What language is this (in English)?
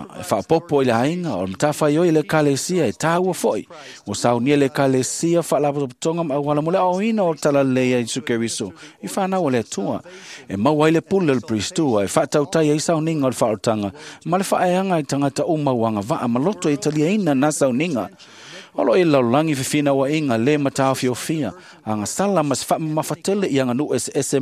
Samoan